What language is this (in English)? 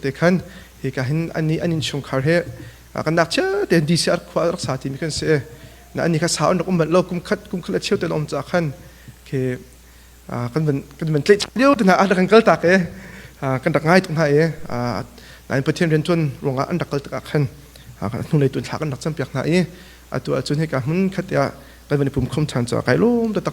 Hakha Chin